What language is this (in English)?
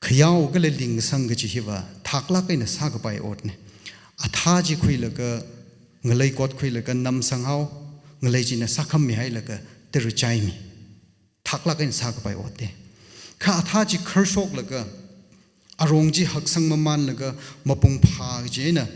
Tangkhul Naga (India)